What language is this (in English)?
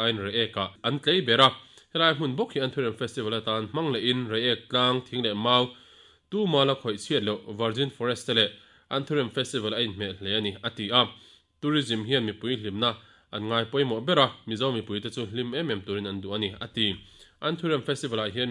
Mizo